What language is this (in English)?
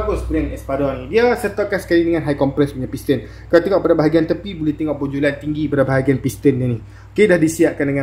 Malay